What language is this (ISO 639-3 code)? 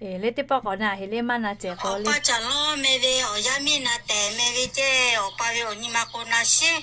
lhu